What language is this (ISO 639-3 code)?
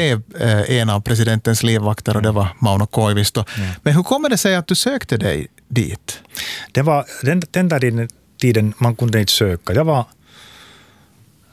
swe